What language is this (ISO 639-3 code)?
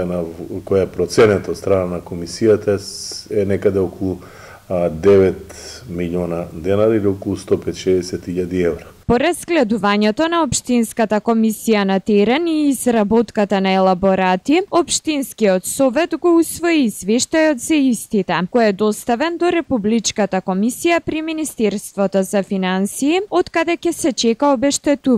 mkd